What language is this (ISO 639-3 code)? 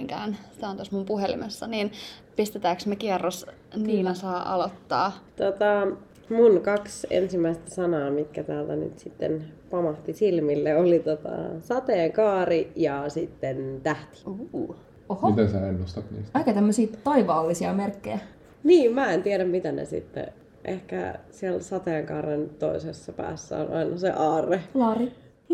fin